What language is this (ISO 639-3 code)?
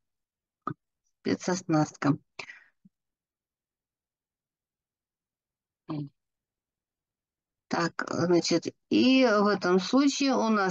rus